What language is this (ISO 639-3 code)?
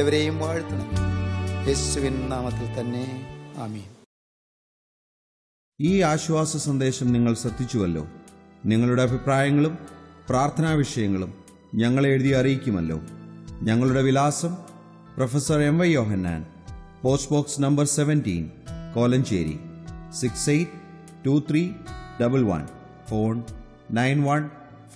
mal